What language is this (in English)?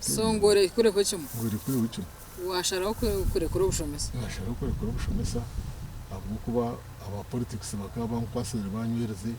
Nyankole